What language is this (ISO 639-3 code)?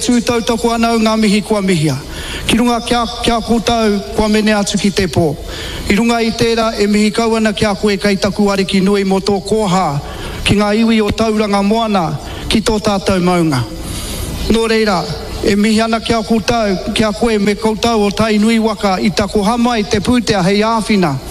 mri